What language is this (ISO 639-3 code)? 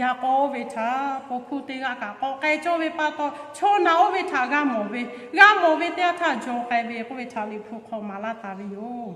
lhu